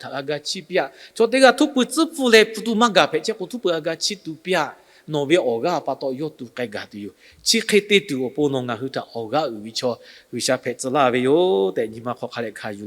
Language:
Lahu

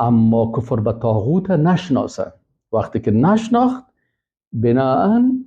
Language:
Persian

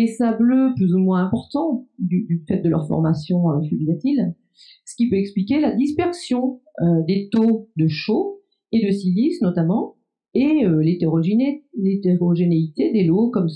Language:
French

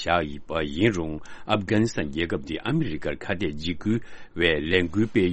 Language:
Tibetan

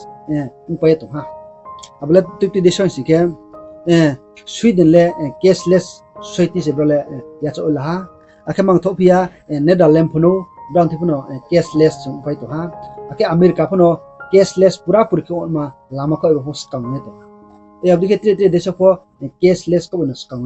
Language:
Riang (India)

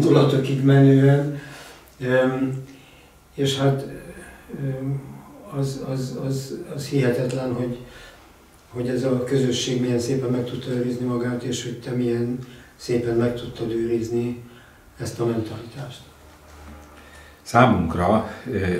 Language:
Hungarian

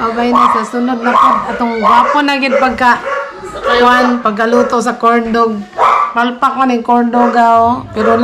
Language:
Cebuano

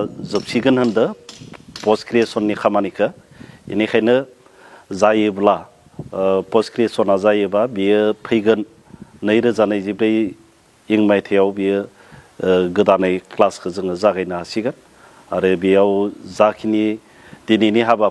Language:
Bodo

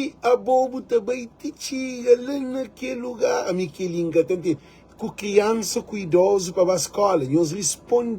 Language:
Kabuverdianu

